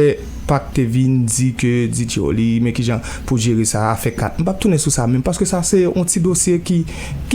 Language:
Haitian Creole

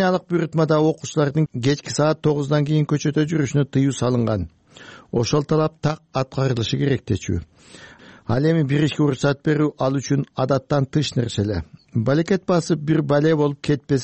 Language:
Kyrgyz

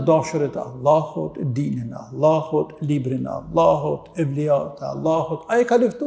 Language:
Albanian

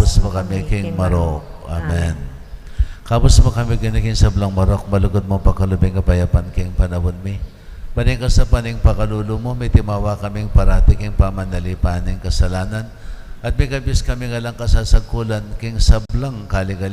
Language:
Pampanga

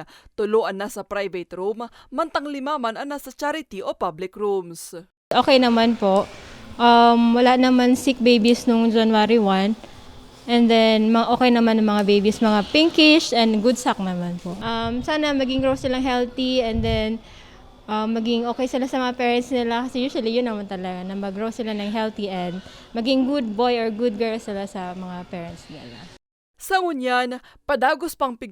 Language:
Bikol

